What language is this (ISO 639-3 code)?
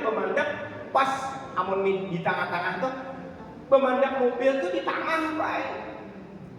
bjn